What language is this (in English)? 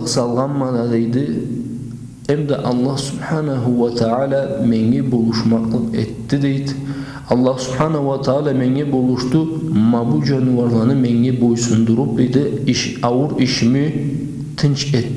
Karachay-Balkar